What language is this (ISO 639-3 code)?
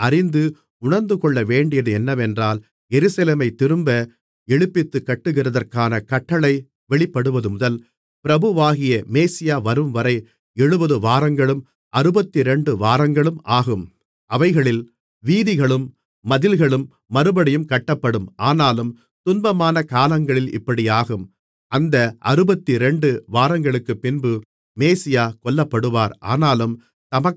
tam